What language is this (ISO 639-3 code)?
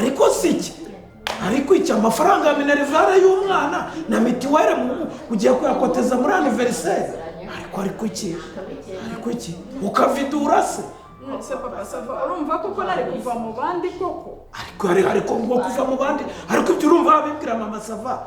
kin